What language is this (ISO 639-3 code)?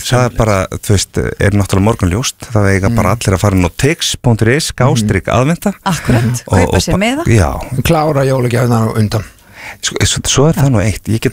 isl